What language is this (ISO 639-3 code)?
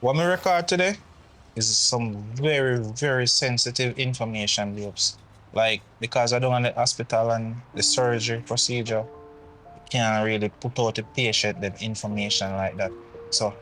jam